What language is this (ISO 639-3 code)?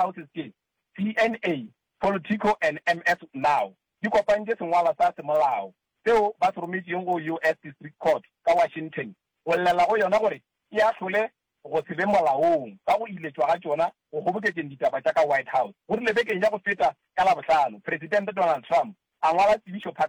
nso